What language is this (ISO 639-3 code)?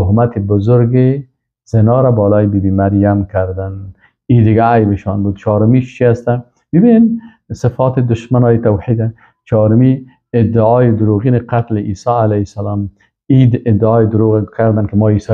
fas